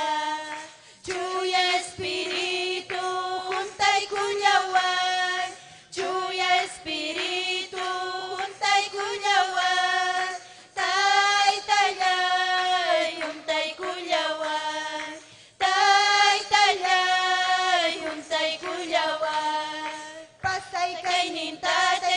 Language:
Ayacucho Quechua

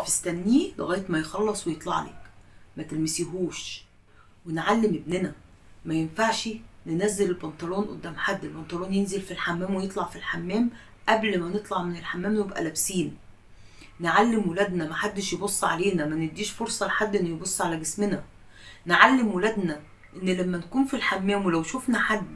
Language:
Egyptian Arabic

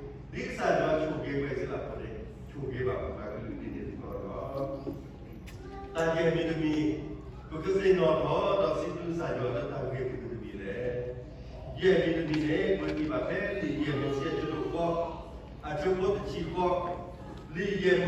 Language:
S'gaw Karen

